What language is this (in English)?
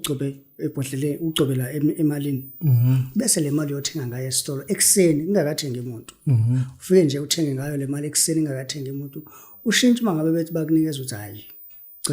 Zulu